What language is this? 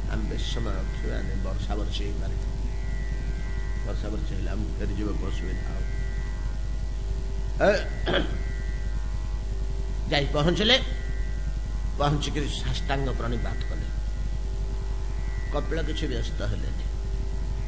Odia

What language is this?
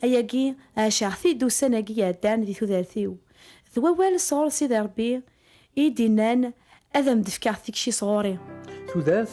Kabyle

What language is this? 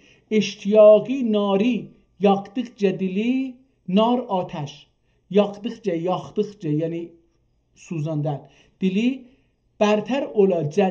South Azerbaijani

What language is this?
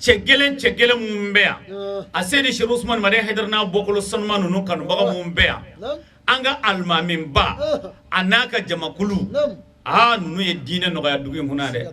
Bambara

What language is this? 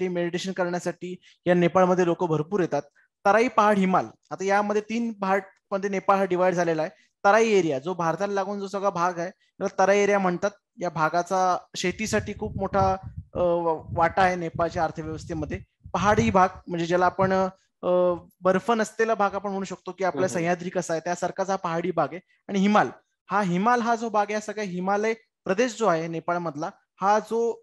Marathi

